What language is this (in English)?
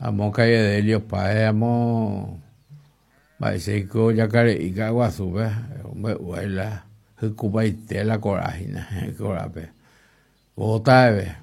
Guarani